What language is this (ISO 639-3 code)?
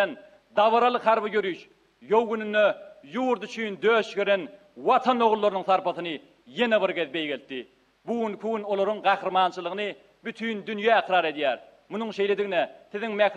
tuk